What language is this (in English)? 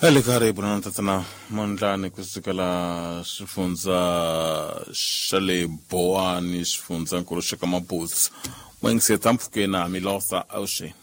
Tsonga